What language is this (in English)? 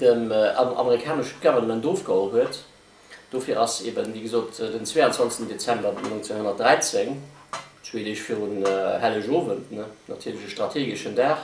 Luxembourgish